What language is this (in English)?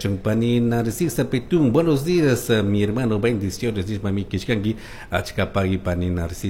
Chimborazo Highland Quichua